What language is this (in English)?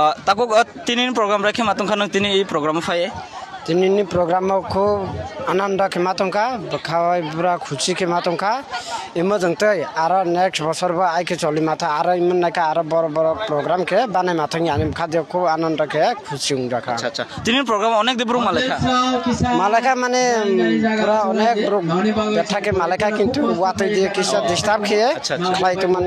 Kok Borok